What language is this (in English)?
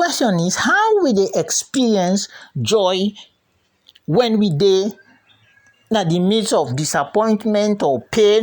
Krio